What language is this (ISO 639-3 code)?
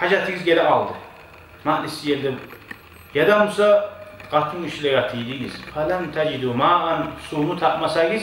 kum